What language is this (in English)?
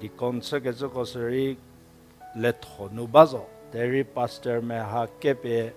Angami Naga